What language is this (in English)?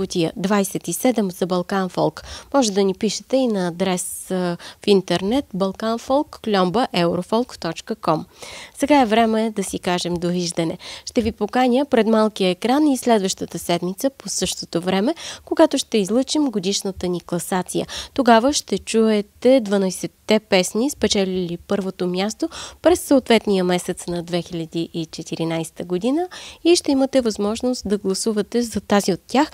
Bulgarian